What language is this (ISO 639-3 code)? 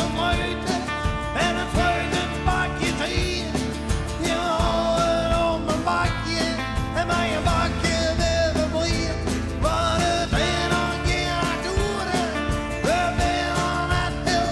fry